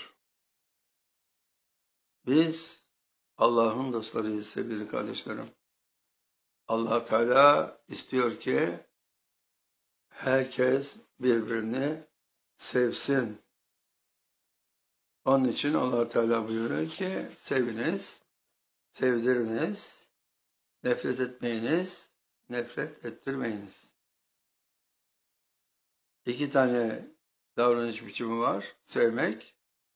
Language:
Turkish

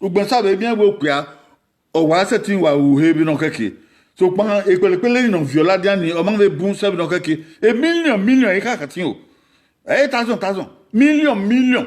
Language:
Bini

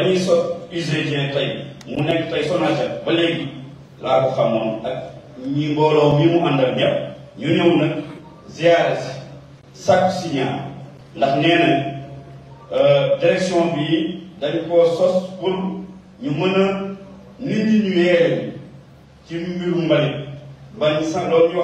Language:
Wolof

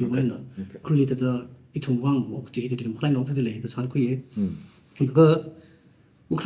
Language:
Tangkhul Naga (India)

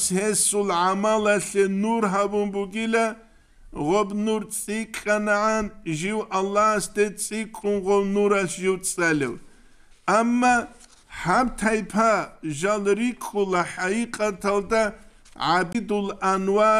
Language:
Avaric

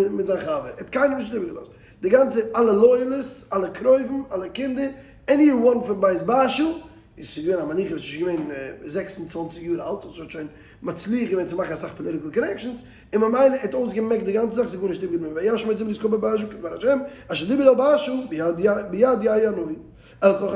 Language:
Yiddish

